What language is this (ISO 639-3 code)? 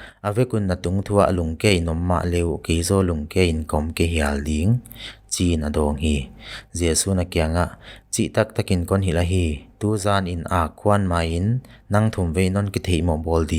pck